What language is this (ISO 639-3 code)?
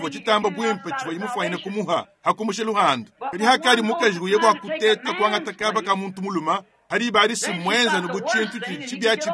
lua